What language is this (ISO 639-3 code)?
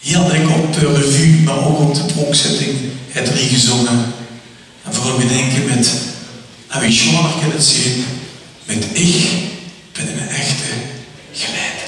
lim